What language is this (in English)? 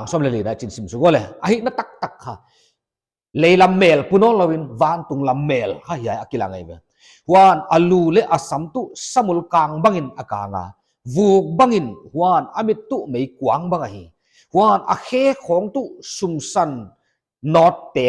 Paite Chin